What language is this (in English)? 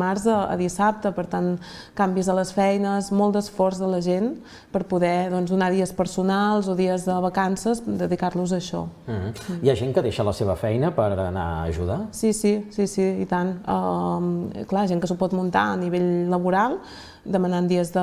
Catalan